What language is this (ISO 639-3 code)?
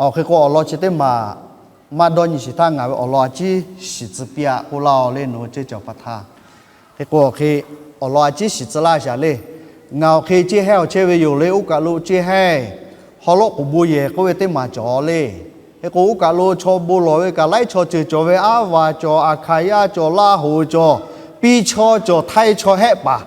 lhu